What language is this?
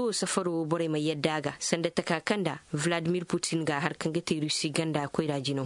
Koyraboro Senni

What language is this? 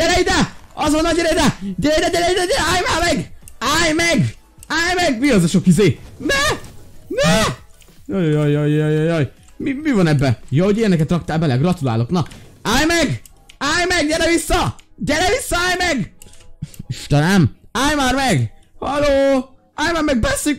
Hungarian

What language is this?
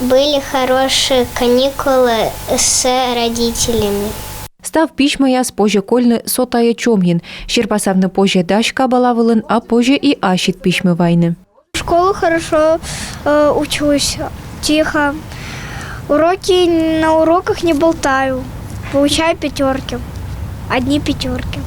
Komi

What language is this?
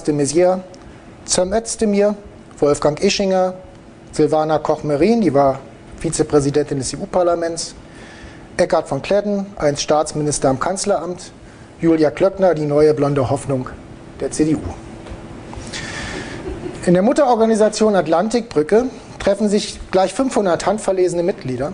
German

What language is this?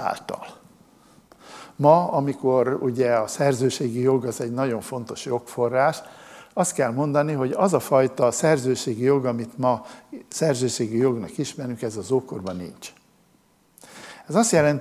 Hungarian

